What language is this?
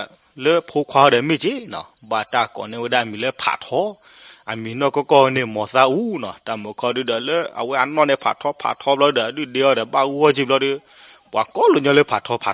S'gaw Karen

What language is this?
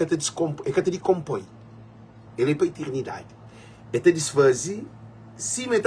Kabuverdianu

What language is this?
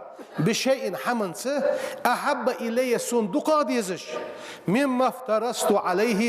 Ingush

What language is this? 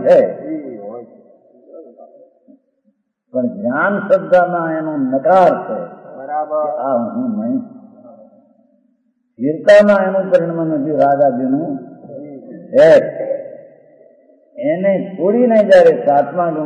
Gujarati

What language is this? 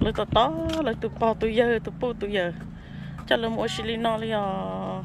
Hmong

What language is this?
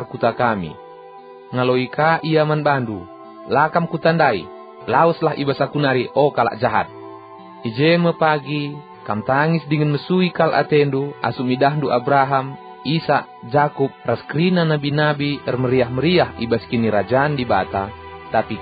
Batak Karo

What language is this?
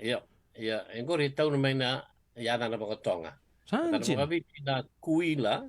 Fijian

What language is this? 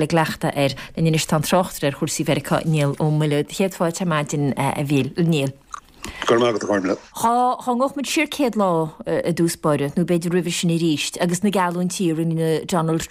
Irish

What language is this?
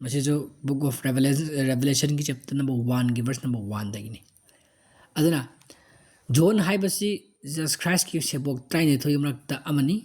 Manipuri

